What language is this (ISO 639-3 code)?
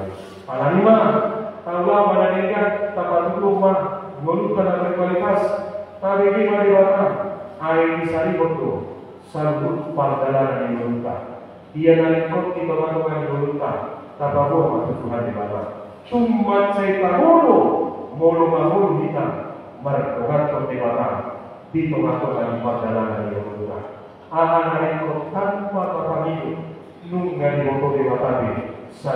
bbc